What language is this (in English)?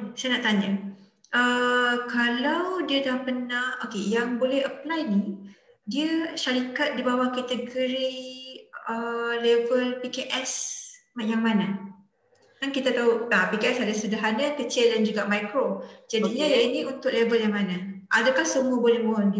Malay